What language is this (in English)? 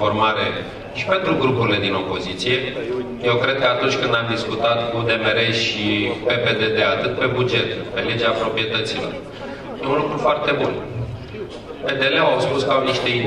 Romanian